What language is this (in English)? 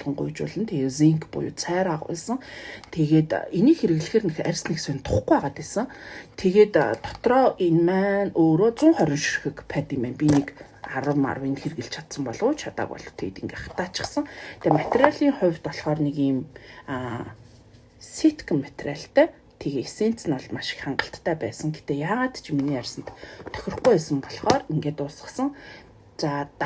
Mongolian